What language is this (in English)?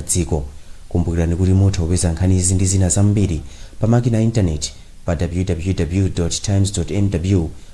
Nyanja